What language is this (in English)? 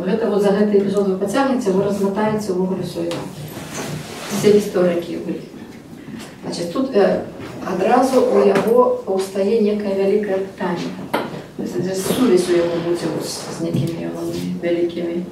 Belarusian